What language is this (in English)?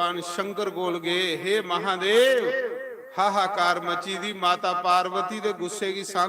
Dogri